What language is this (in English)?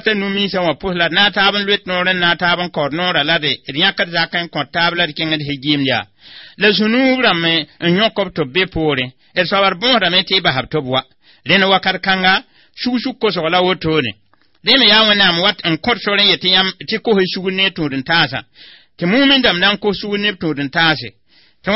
Mossi